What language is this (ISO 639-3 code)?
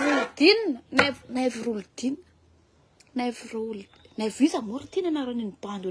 mlg